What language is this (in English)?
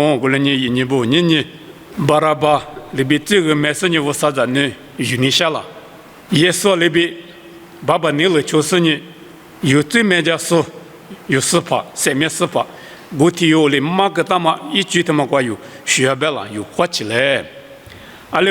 Lisu